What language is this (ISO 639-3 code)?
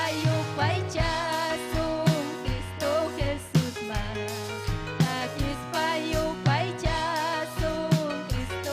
quy